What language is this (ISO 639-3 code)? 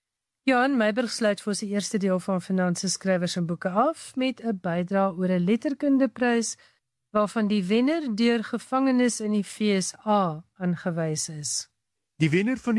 afr